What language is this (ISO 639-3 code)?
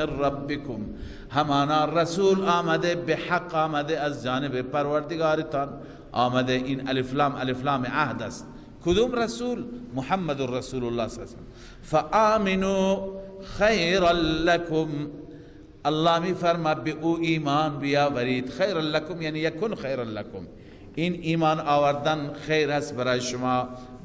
fas